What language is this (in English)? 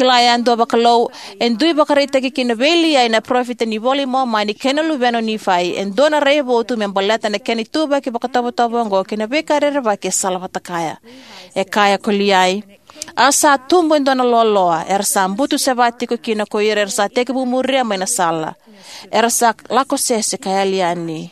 Fijian